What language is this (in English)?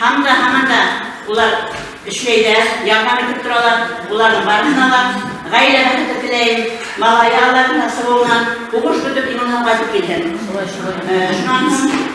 Bashkir